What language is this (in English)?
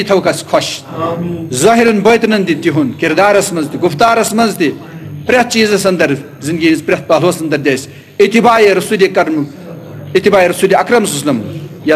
Kashmiri